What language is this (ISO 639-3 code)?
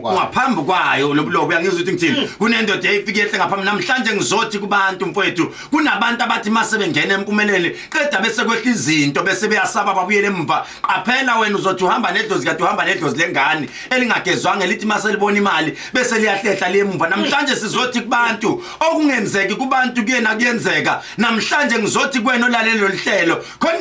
zul